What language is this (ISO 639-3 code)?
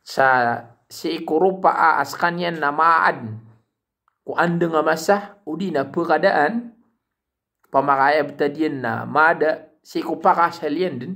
mrw